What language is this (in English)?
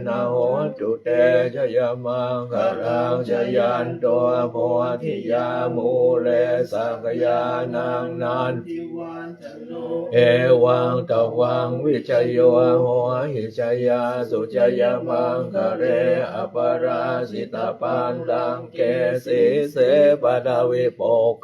Pali